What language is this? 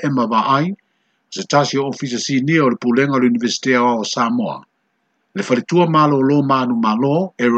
Samoan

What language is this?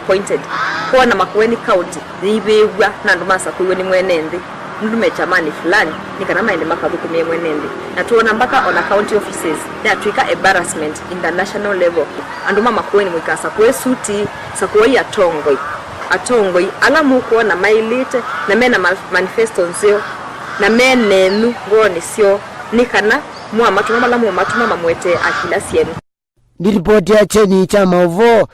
Kamba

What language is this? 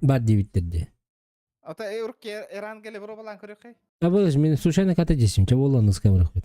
Yakut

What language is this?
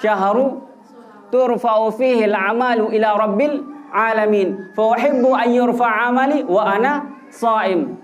Sasak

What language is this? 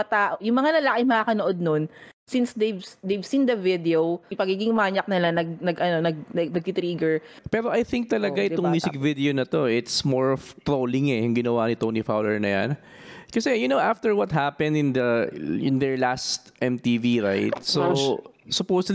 Filipino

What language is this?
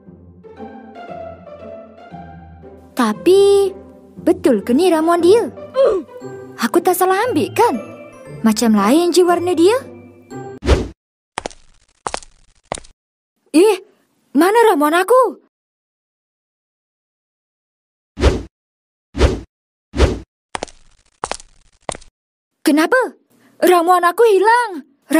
Malay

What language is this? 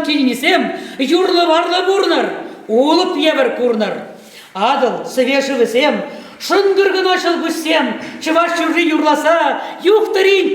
Chuvash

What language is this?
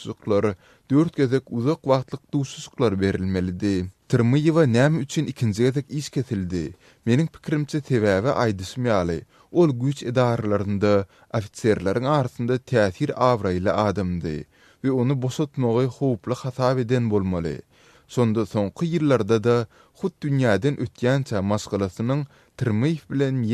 Turkmen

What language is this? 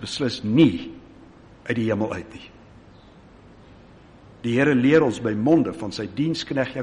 Afrikaans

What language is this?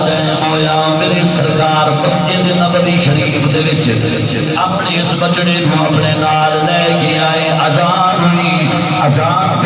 Saraiki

